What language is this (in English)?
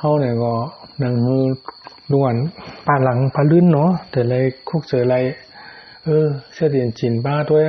Shan